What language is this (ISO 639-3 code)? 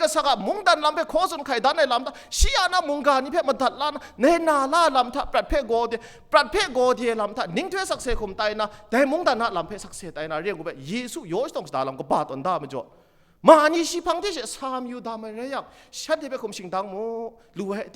kac